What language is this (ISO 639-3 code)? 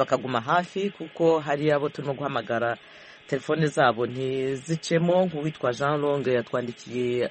kin